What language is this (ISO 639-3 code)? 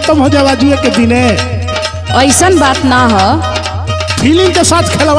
bho